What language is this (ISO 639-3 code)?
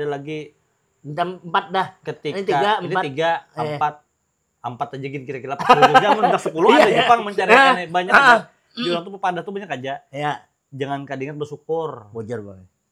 bjn